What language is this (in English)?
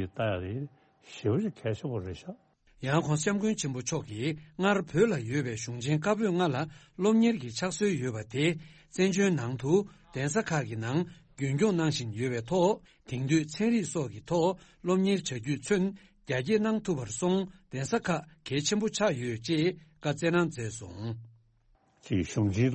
Tibetan